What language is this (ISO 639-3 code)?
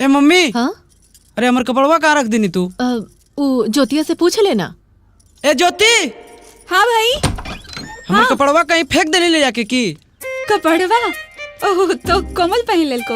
mag